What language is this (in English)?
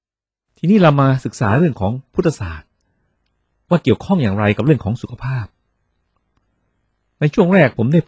Thai